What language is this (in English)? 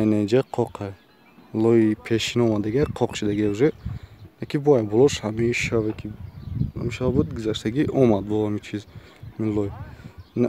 Tajik